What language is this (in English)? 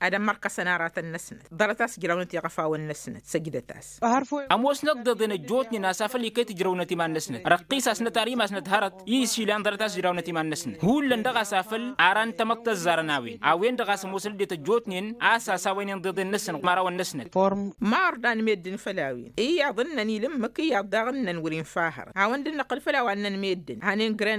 Tamasheq